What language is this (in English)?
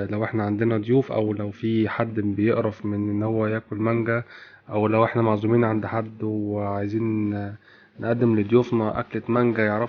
Egyptian Arabic